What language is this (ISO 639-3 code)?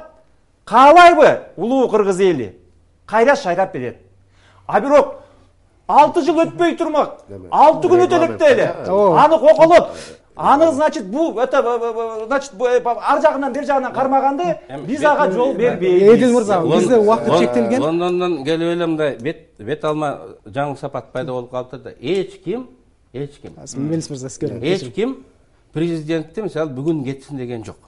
kir